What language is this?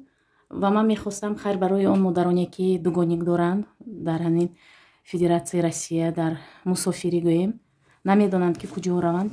Tajik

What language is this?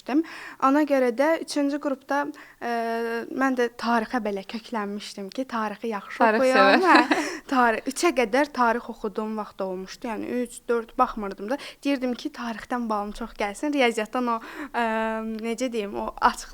Azerbaijani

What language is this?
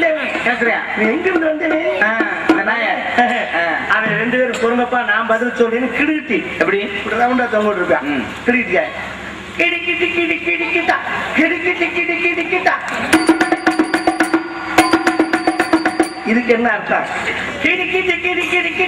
Tamil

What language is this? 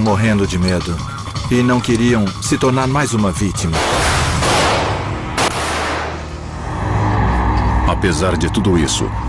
Portuguese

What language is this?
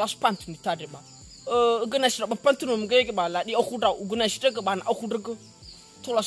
Nias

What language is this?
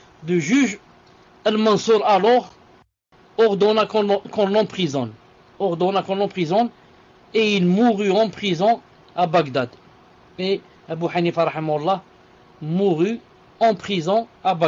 French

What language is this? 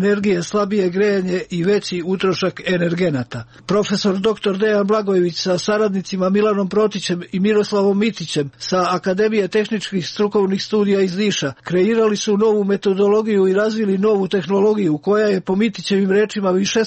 Serbian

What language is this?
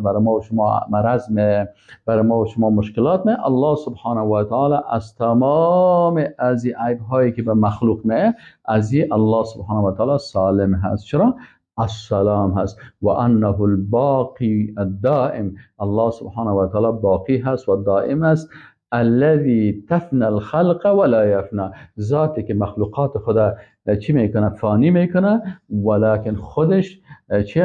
Persian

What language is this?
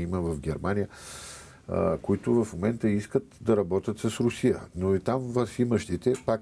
Bulgarian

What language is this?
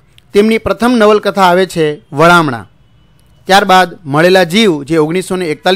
Gujarati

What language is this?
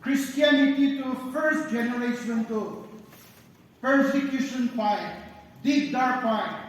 Naga Pidgin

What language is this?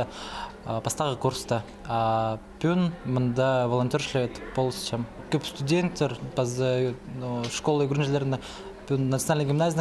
Khakas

